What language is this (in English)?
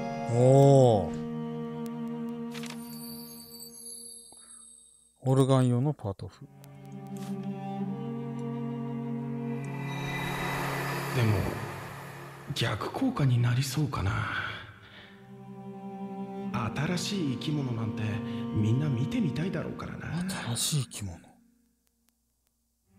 Japanese